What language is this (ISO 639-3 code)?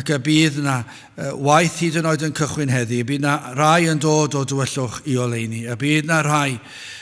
cym